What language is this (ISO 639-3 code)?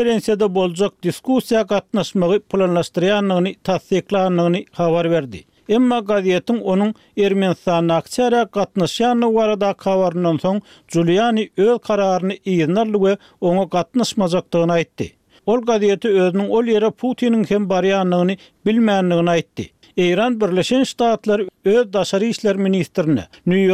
tuk